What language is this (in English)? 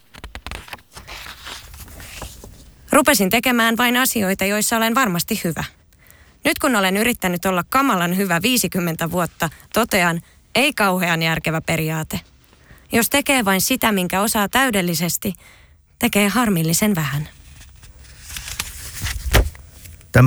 Finnish